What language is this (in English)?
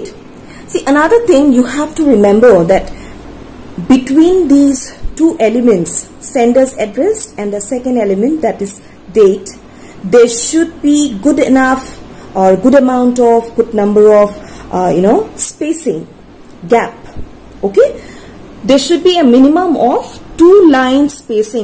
English